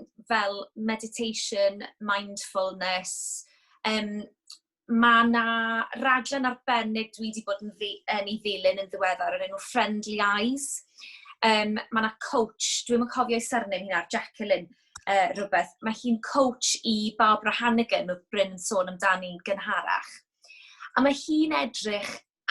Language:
Welsh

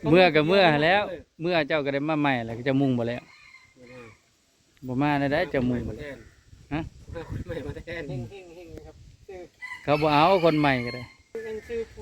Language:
Northeastern Thai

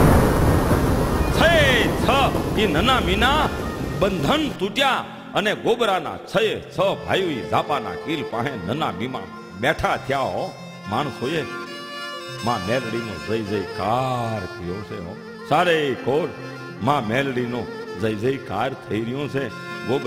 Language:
Gujarati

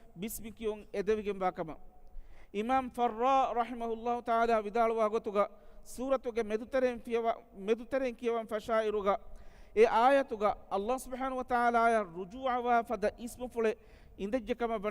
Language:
Divehi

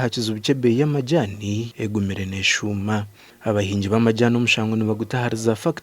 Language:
Nyankole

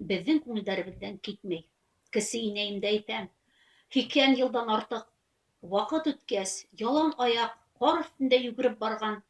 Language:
Bashkir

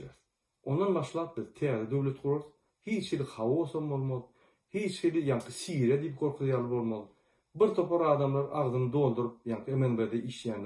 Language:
Turkmen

